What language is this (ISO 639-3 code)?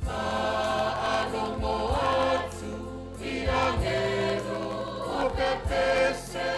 smo